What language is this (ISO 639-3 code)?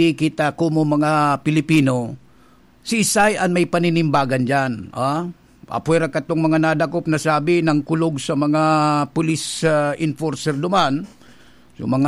bik